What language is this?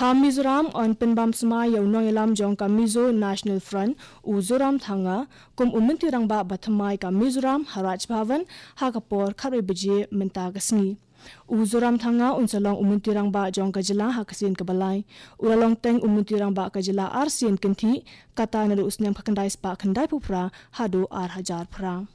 Khasi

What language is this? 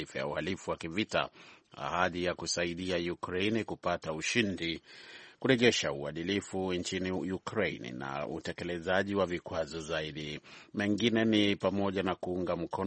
Swahili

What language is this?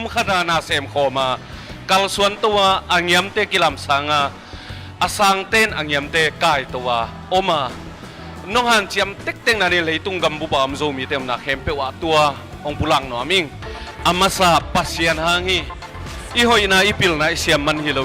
Tedim Chin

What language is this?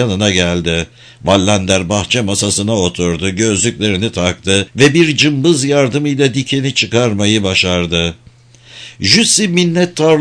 Turkish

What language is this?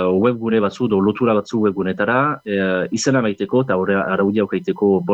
Basque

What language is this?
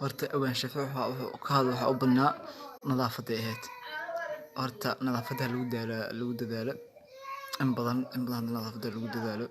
Somali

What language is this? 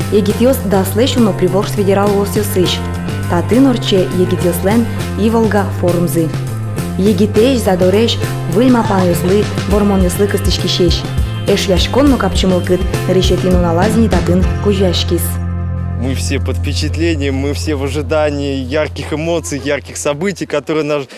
Udmurt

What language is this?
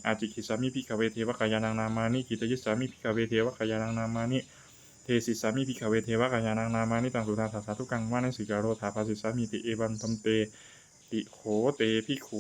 Pali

